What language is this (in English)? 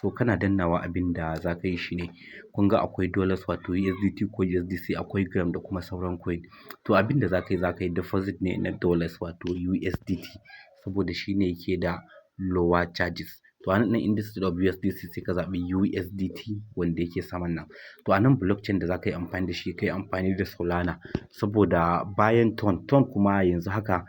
Hausa